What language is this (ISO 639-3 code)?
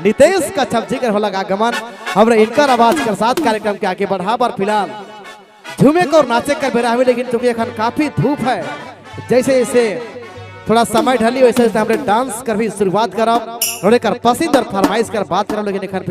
sck